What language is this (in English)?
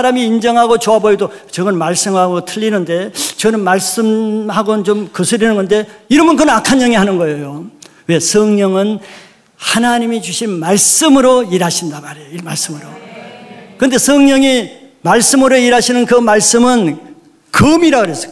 Korean